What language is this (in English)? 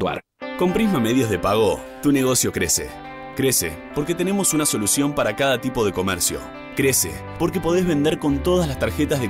Spanish